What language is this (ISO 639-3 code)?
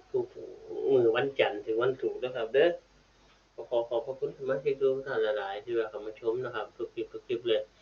tts